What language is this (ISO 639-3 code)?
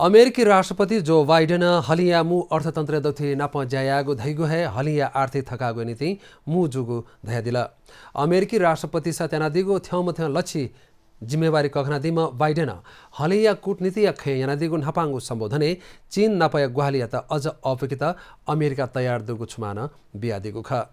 new